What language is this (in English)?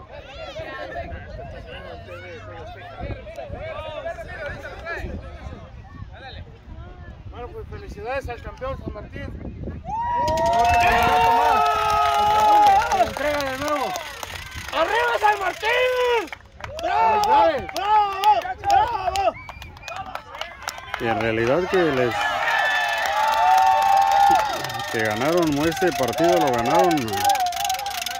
Spanish